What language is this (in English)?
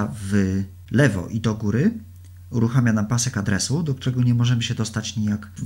Polish